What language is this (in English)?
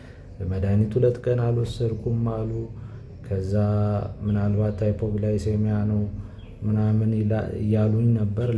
Amharic